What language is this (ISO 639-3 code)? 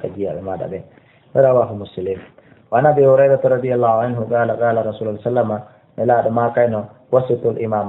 ful